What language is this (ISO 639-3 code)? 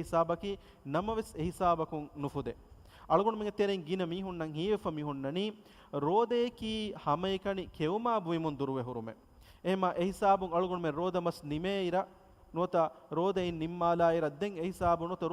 div